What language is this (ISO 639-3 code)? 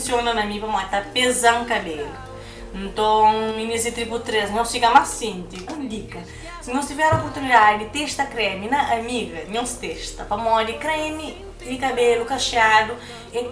kea